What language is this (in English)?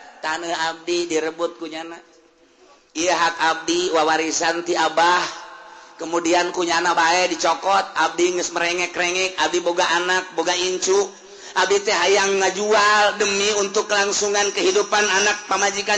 Sundanese